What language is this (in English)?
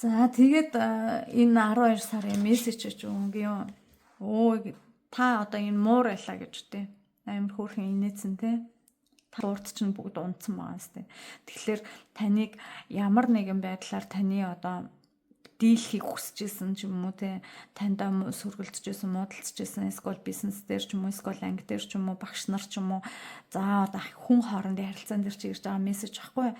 Mongolian